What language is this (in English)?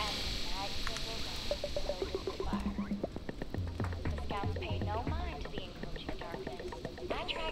English